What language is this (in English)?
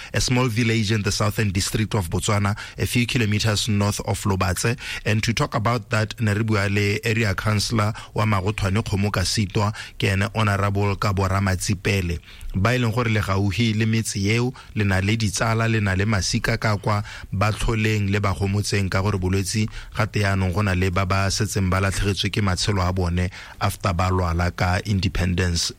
Tswana